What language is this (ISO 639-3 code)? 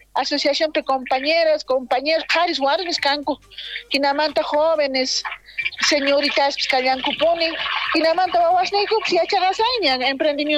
quh